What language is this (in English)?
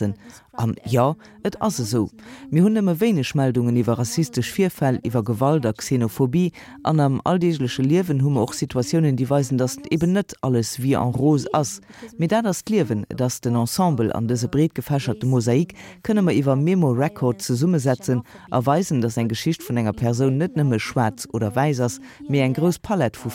Luxembourgish